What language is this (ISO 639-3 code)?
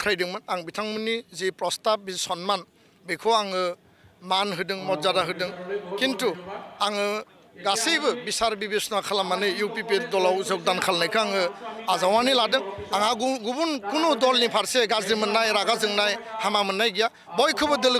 brx